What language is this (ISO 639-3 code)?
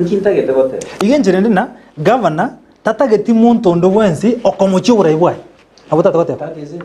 guz